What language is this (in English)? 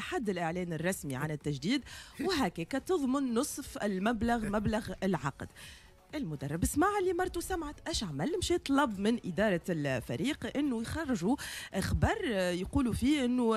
Tunisian Arabic